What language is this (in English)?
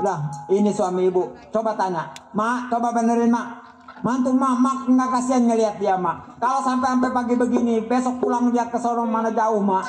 Betawi